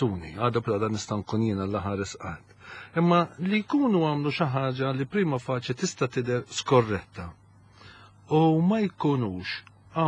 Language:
Maltese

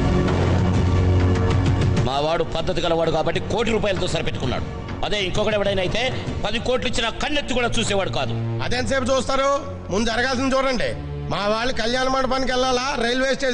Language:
Telugu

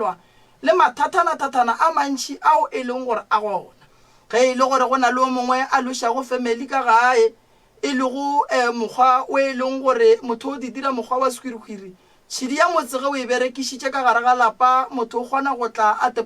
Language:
Northern Sotho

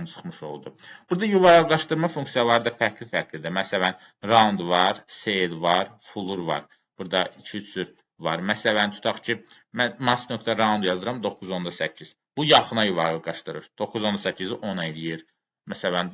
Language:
Azerbaijani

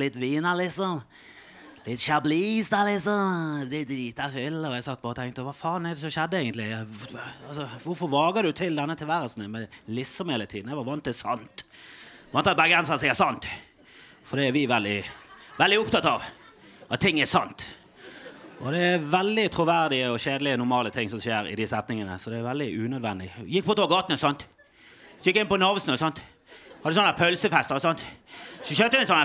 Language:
Norwegian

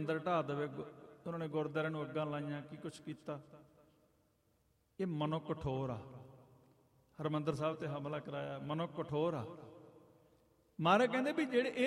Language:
Punjabi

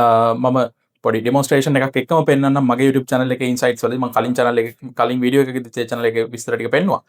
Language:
Sinhala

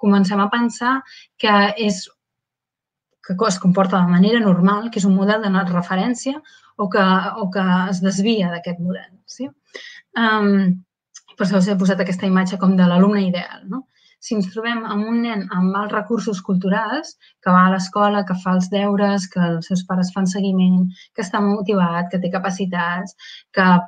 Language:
Catalan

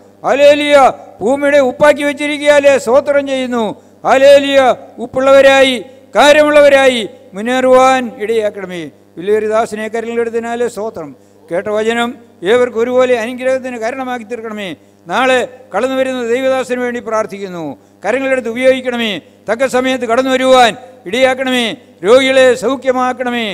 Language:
Malayalam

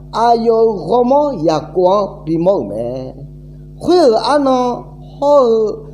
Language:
Akha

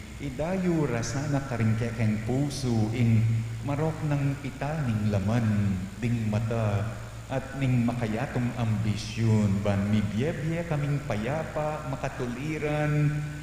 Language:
Pampanga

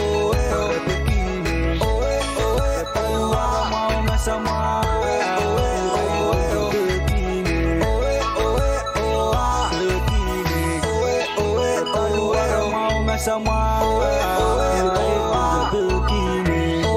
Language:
Pohnpeian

